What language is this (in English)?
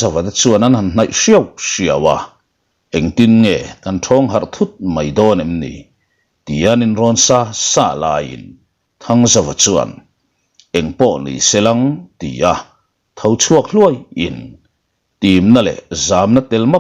Mizo